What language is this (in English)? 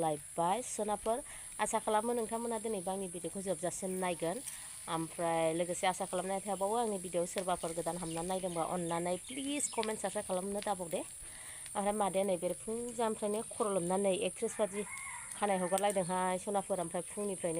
Bodo